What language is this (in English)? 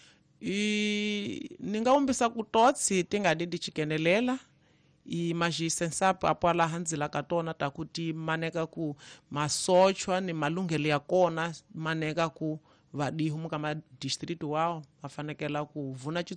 Tsonga